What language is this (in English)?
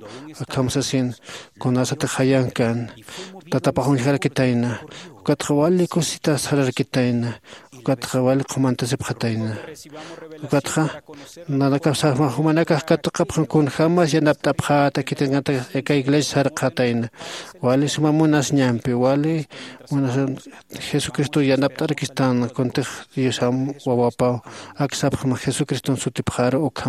Aymara